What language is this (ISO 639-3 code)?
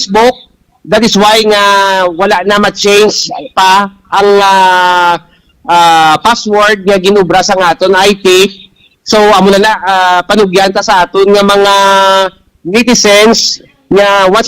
hil